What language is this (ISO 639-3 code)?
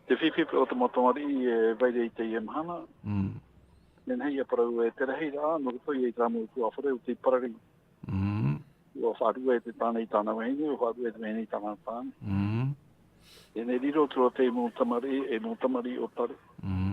tah